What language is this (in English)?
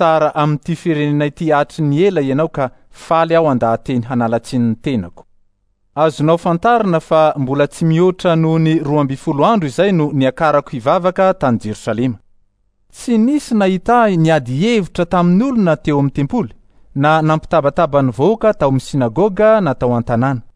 Malagasy